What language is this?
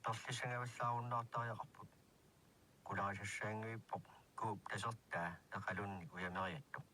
Kalaallisut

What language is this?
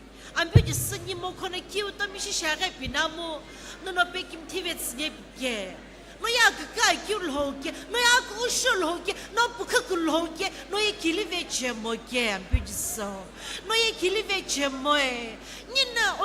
Sumi Naga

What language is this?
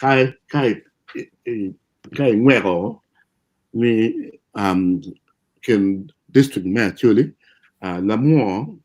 Acoli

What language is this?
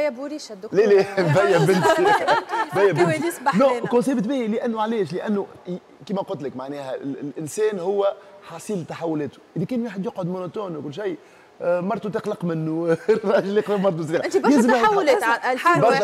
Tunisian Arabic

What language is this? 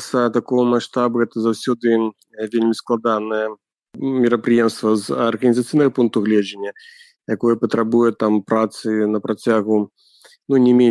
Belarusian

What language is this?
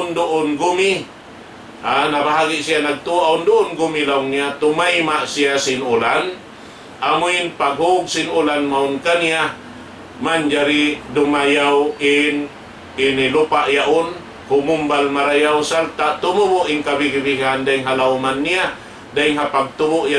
Tausug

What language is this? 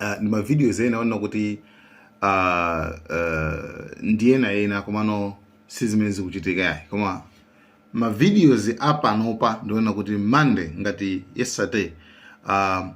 Nyanja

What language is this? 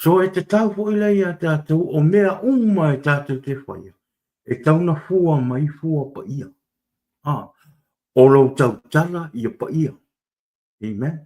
Samoan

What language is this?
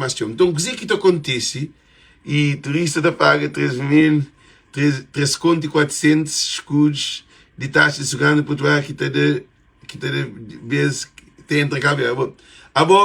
Kabuverdianu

